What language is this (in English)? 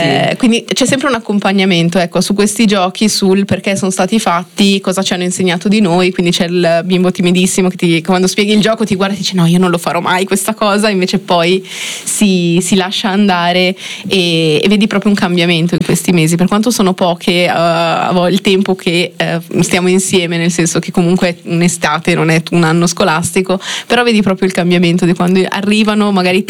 Italian